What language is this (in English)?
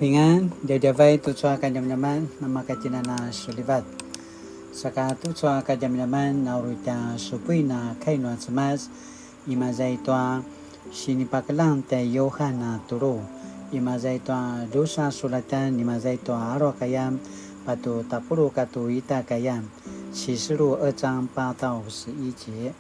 Paiwan